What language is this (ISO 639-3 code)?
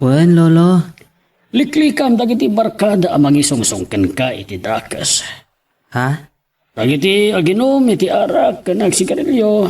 ilo